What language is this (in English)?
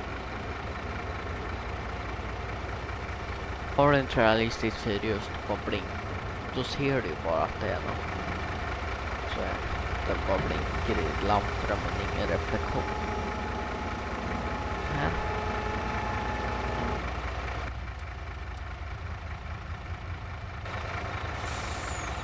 Swedish